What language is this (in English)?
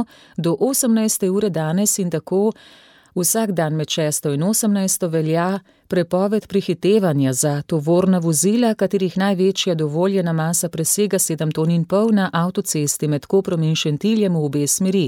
Slovenian